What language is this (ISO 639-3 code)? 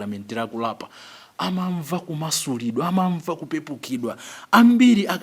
nya